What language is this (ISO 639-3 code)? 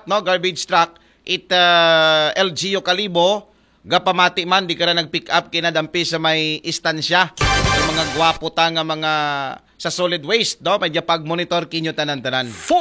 akl